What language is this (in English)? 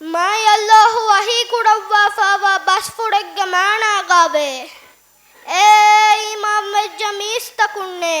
Divehi